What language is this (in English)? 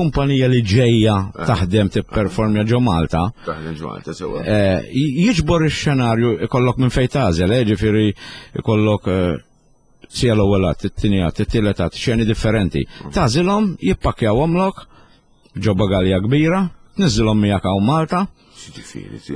Maltese